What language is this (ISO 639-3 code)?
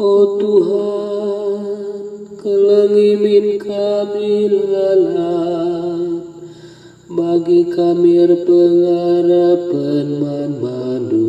btx